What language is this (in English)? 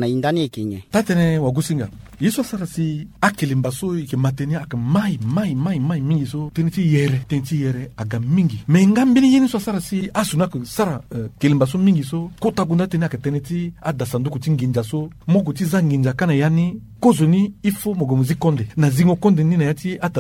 Sango